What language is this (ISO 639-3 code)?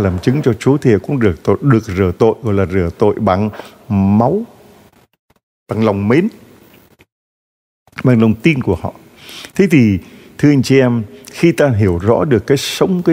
vie